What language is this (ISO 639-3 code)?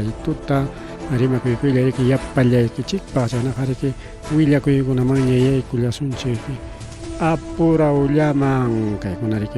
quy